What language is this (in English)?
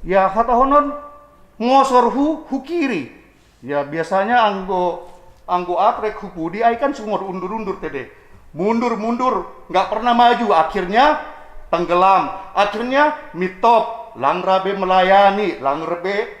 Batak Simalungun